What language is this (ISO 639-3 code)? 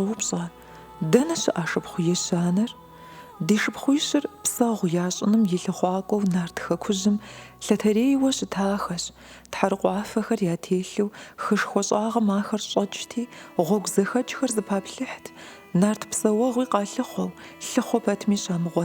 kbd